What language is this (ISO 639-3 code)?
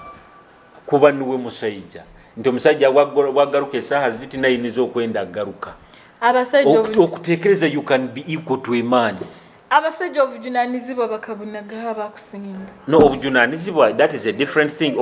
nyo